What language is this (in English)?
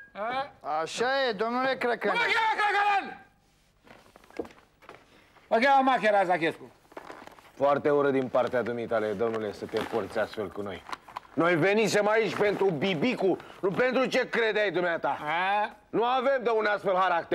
Romanian